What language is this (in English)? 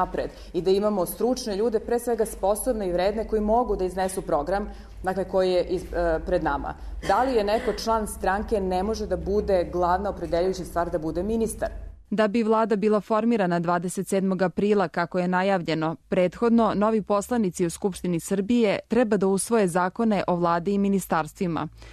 Serbian